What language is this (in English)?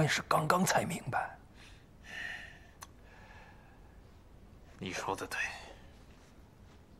Chinese